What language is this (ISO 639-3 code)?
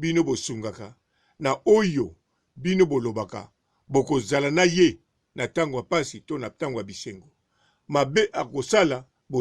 lin